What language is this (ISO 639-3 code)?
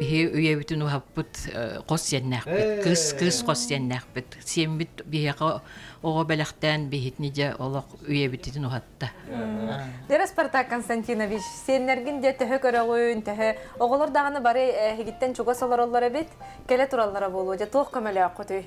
sah